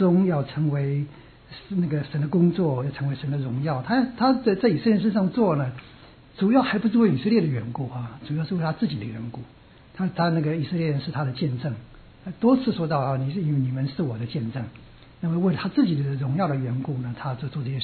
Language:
Chinese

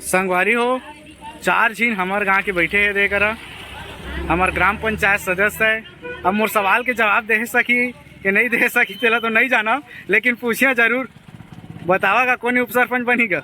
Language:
Chhattisgarhi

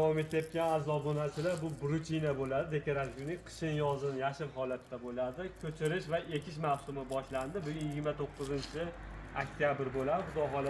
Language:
Uzbek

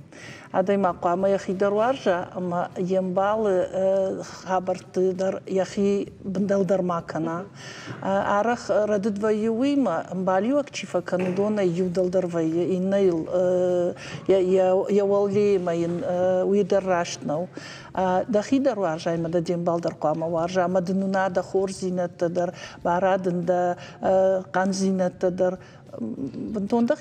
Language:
Ossetic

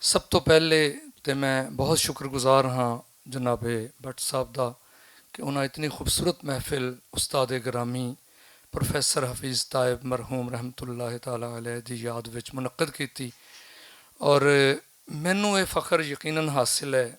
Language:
Western Panjabi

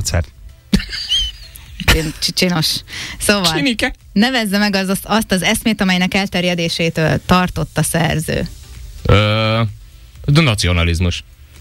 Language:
Hungarian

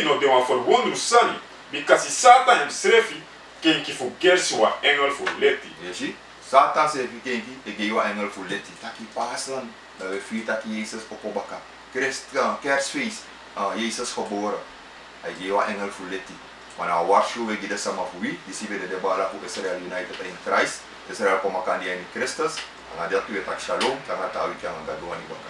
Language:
Sranan Tongo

